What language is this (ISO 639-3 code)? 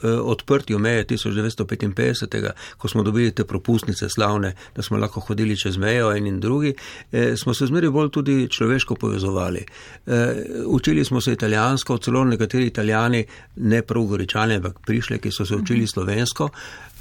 slv